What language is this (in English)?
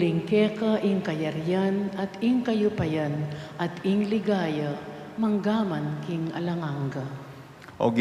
Pampanga